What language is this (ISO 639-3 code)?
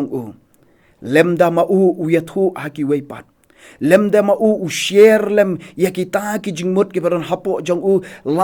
kha